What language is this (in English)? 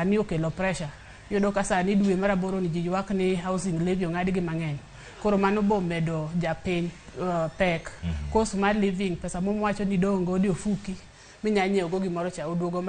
Luo (Kenya and Tanzania)